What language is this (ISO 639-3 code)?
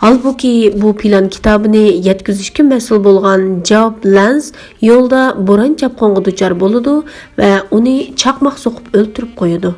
uig